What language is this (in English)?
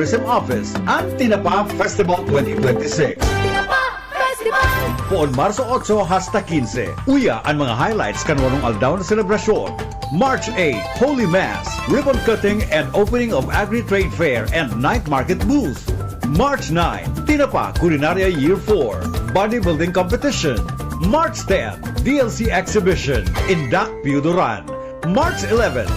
Bikol